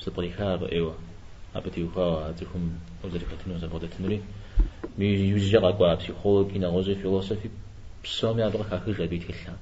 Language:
Kabardian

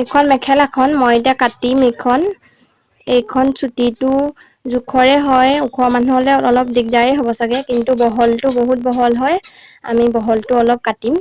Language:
Assamese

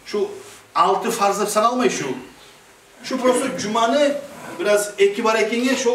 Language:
Kumyk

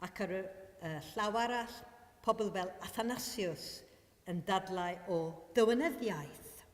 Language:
Welsh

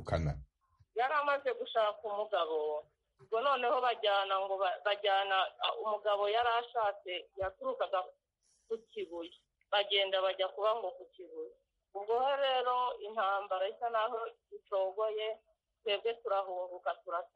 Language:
Kinyarwanda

